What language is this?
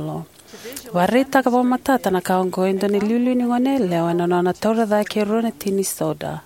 Fijian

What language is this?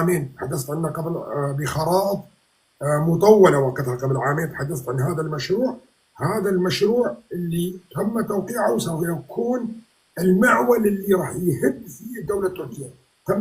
North Levantine Arabic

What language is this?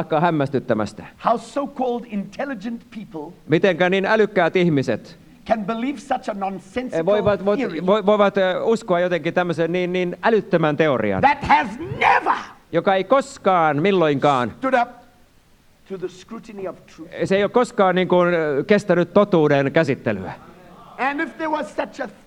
Finnish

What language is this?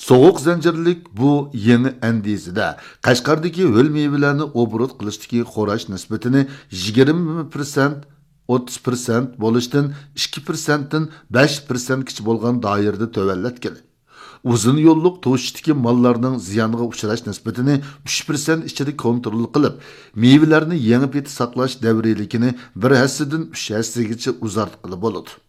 Uyghur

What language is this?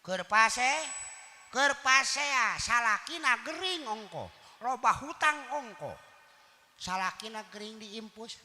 Sundanese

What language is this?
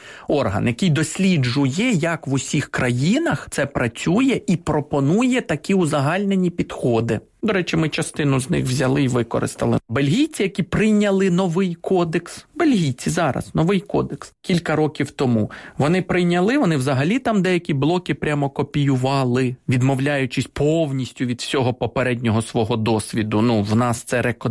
Ukrainian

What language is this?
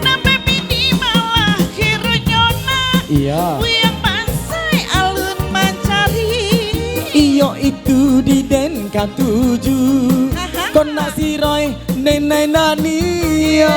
Minangkabau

